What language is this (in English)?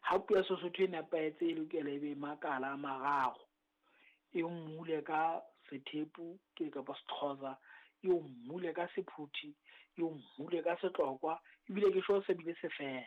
Southern Sotho